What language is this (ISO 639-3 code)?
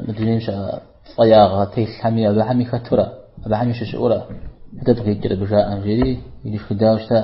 kbd